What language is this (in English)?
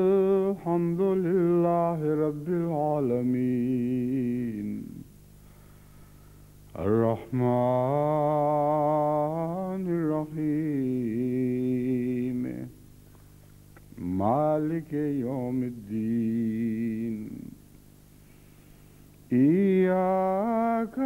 Urdu